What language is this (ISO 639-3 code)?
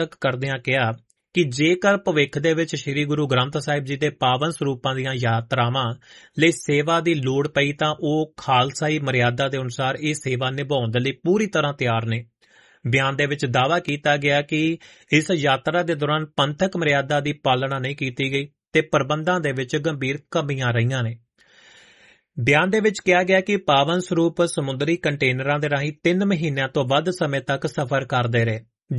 pan